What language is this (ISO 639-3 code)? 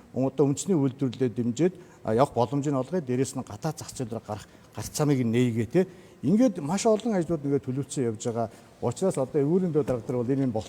mon